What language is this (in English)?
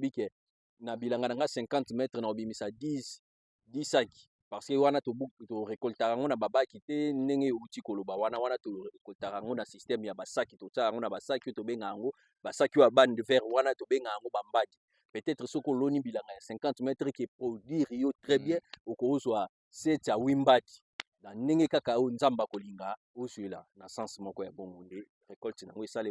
Lingala